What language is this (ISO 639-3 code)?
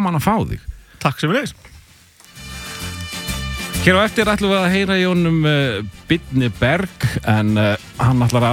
isl